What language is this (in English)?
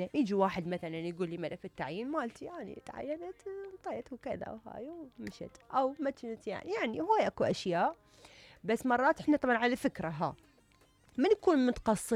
Mesopotamian Arabic